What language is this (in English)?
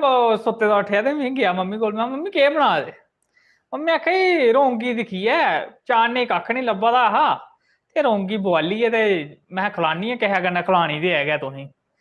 Dogri